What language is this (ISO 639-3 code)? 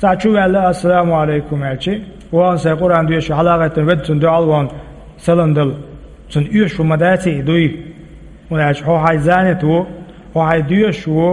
che